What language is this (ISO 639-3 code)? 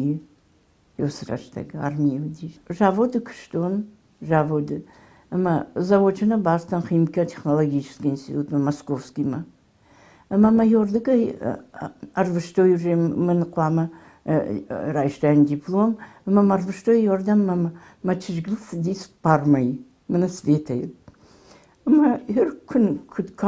oss